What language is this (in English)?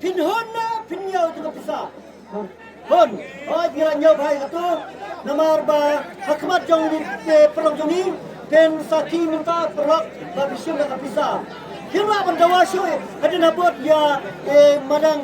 Khasi